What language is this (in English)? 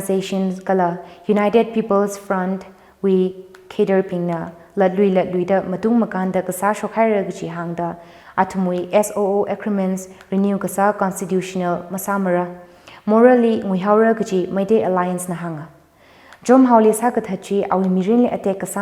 Tangkhul Naga (India)